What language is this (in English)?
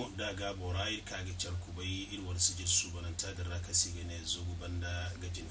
Zarma